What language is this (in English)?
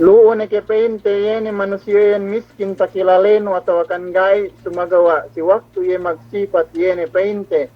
Yakan